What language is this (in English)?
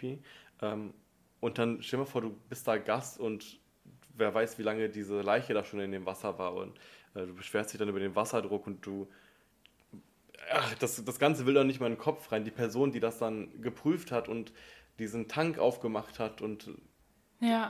German